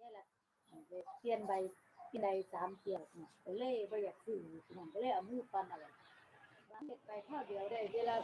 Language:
Northeastern Thai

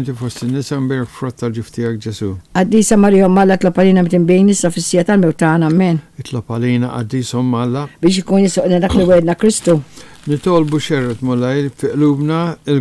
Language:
Maltese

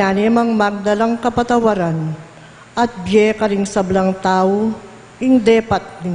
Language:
Pampanga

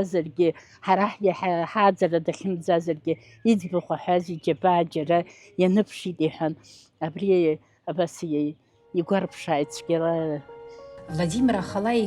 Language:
Abkhazian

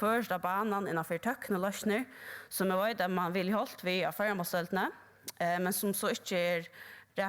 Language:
Faroese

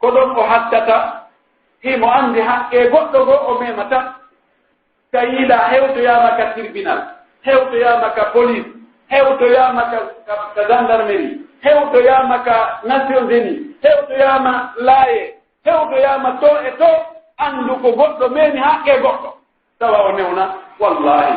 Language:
Pular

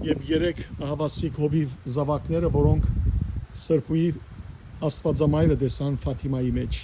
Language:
Western Armenian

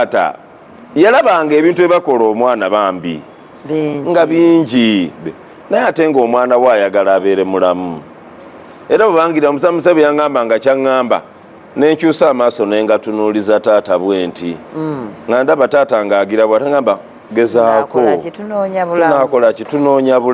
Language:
Ganda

